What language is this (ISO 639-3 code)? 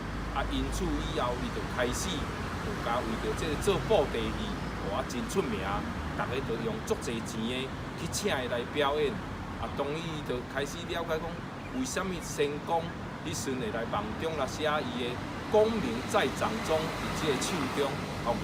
nan